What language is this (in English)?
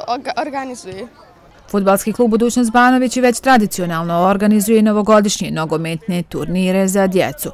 Bosnian